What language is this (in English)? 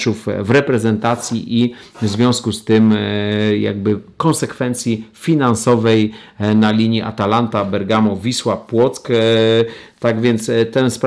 Polish